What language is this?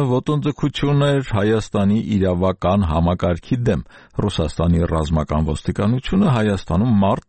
Armenian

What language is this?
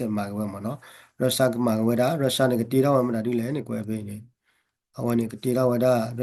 S'gaw Karen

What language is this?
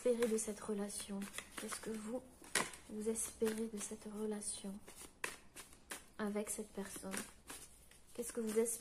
French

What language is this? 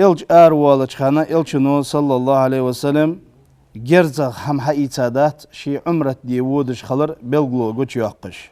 Ingush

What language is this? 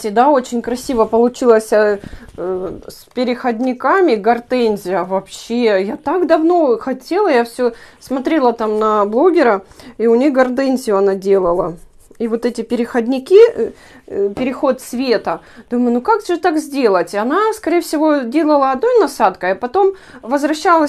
Russian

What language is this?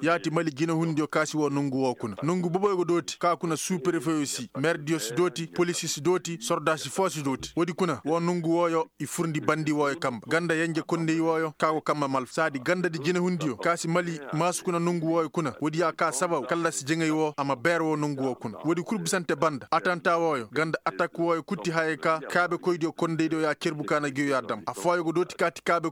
Koyraboro Senni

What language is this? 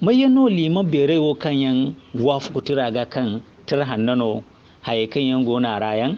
Zarma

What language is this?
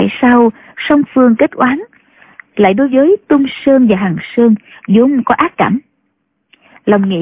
Vietnamese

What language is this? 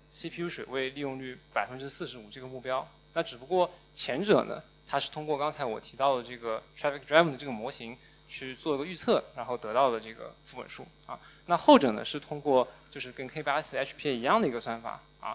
Chinese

